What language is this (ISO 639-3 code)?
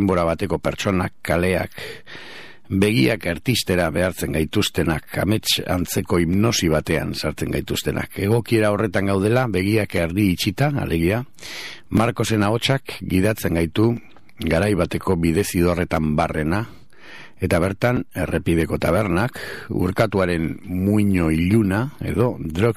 eus